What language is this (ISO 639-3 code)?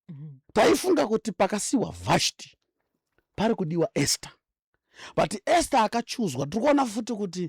sna